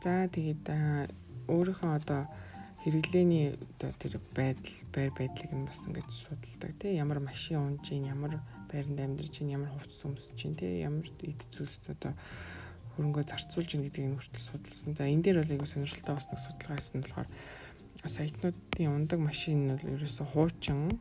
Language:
Mongolian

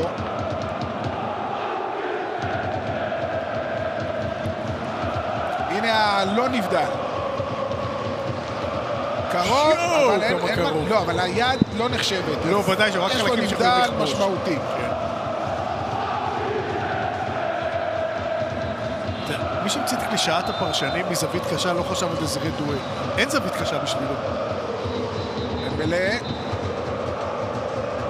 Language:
Hebrew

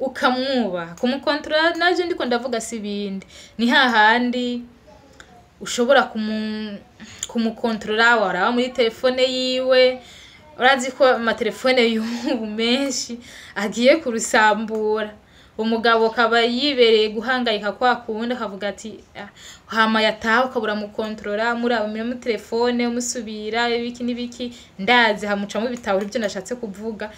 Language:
Rundi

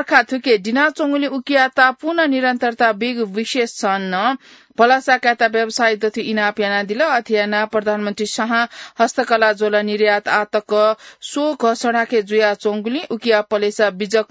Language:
Newari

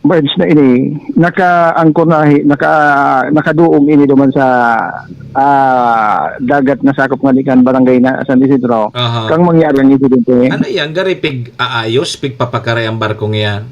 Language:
Bikol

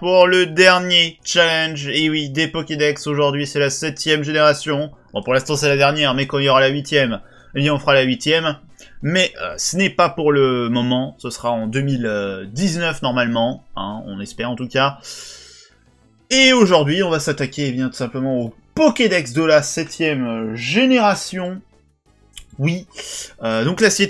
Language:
French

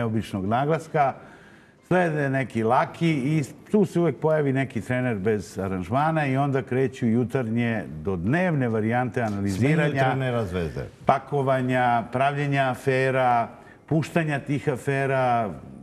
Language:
Serbian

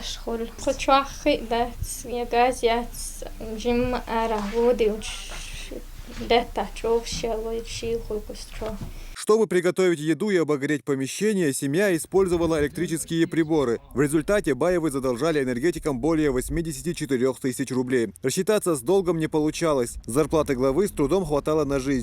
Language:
Chechen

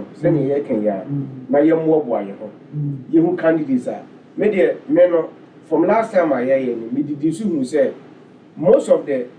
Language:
Akan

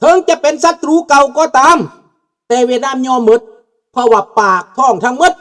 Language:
Lao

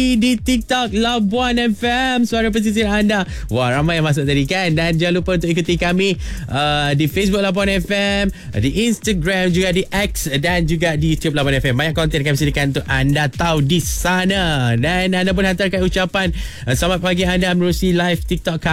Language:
Malay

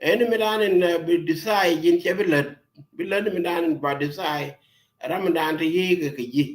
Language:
Nuer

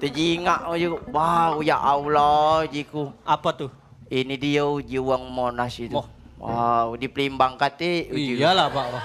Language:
Musi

